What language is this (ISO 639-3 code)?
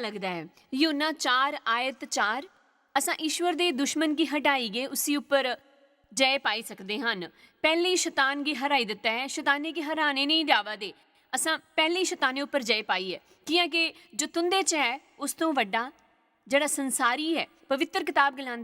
doi